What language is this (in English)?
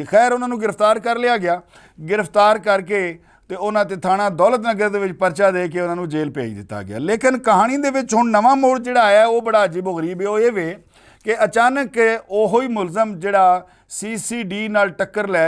Western Panjabi